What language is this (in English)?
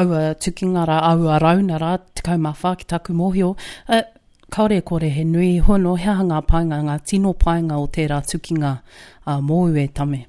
Māori